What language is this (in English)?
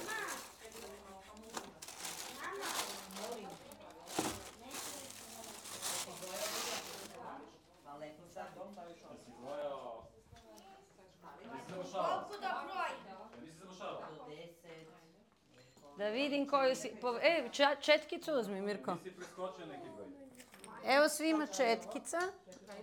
Serbian